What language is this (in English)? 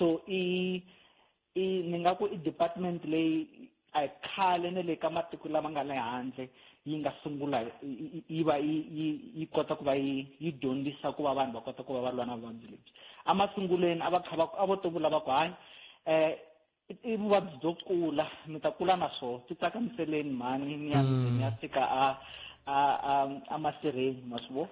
Tsonga